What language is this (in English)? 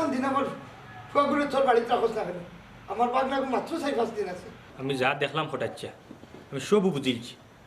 Sylheti